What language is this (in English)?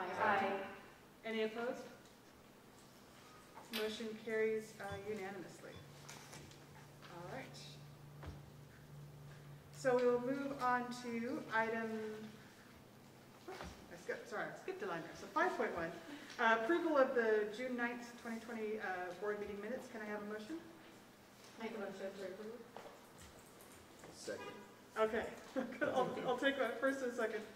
English